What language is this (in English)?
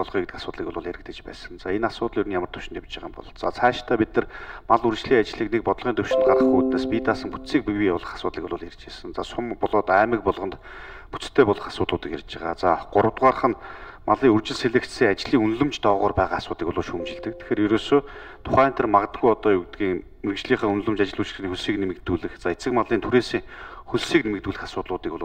Mongolian